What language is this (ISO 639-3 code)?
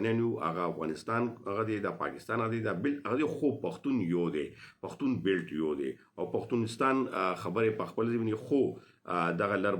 pus